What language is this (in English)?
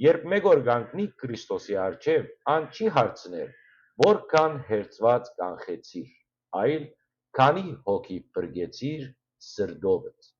Western Armenian